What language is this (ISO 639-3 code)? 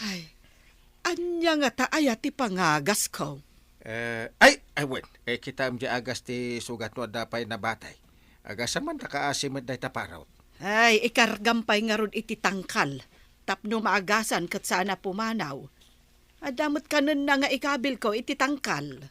ilo